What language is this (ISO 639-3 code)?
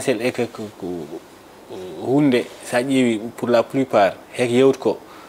ful